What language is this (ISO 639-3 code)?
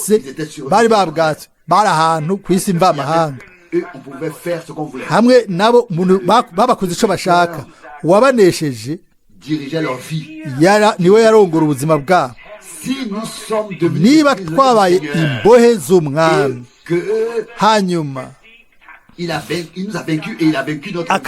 run